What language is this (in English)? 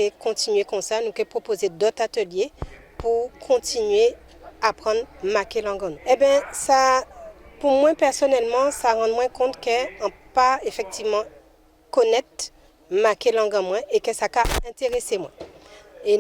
Guadeloupean Creole French